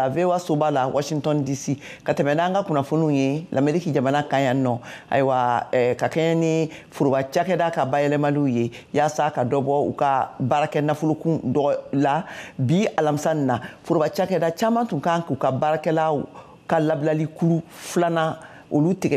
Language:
Bambara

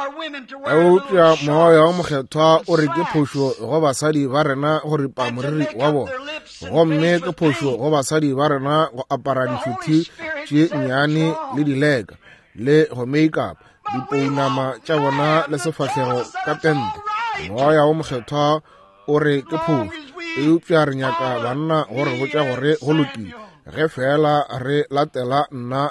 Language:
Northern Sotho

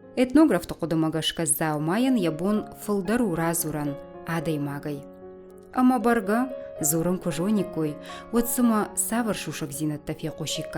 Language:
Ossetic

